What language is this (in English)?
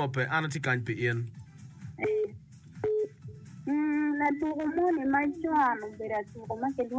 Swahili